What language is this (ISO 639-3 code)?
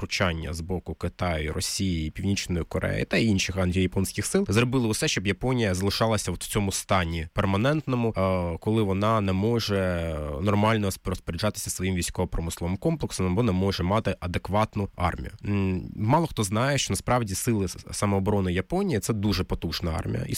ukr